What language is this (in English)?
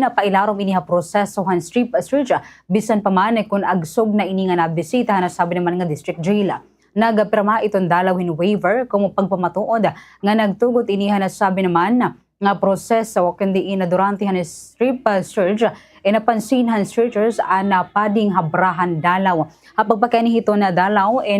Waray